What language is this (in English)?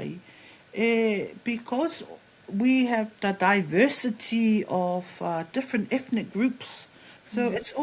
Samoan